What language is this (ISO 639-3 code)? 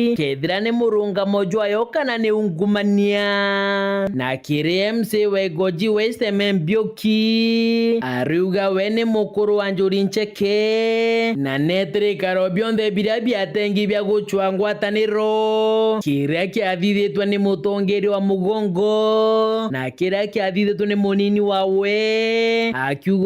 mer